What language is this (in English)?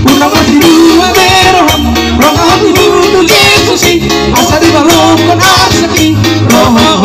Batak Toba